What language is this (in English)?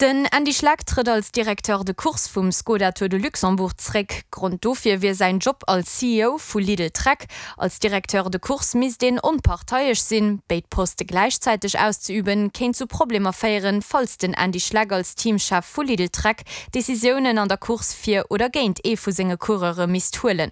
Luxembourgish